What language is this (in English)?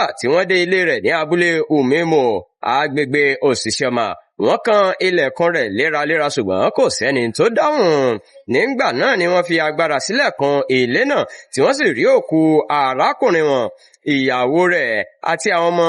Yoruba